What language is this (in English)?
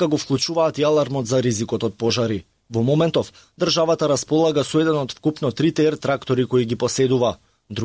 Macedonian